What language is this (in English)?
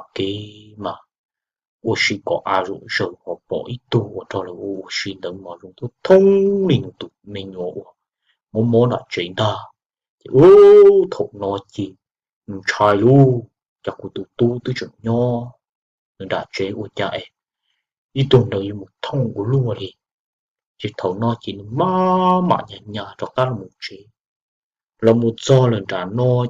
Hmong